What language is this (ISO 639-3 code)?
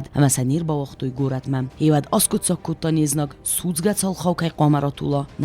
oss